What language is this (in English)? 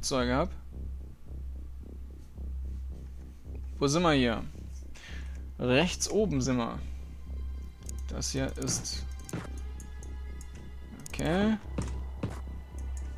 German